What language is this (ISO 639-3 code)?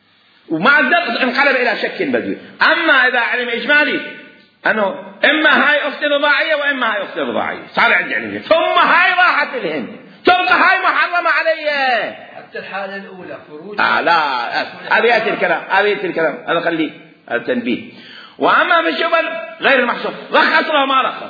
acm